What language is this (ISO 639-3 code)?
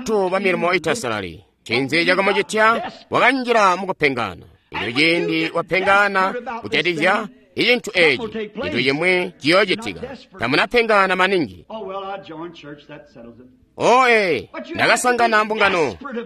toi